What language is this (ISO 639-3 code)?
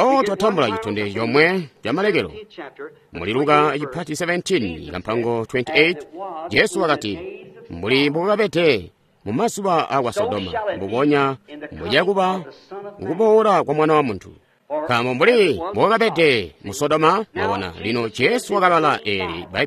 toi